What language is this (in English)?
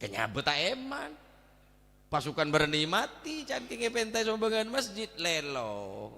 Madurese